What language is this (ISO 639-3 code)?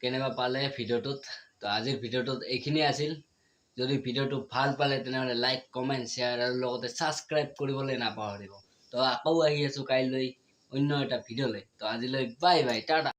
asm